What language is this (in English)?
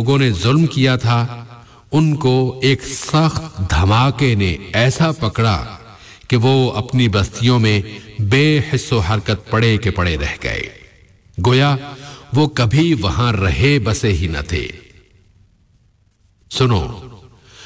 Urdu